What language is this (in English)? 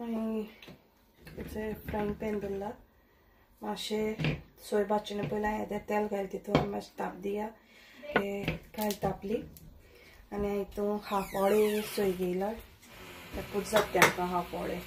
Konkani